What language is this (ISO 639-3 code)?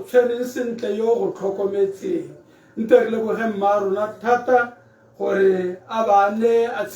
tsn